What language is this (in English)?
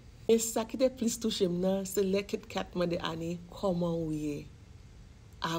Haitian Creole